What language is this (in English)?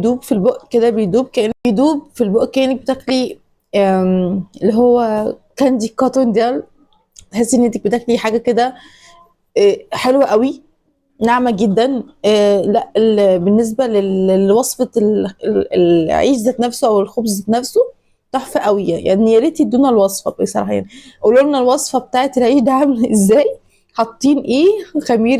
Egyptian Arabic